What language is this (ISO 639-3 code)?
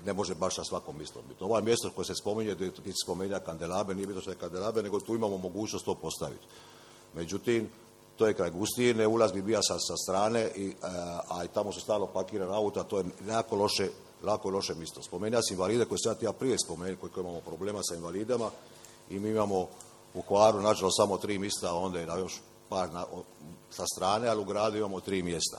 hrv